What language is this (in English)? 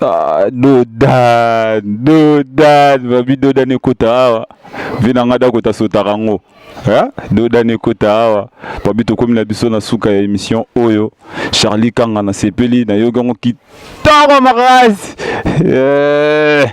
Lingala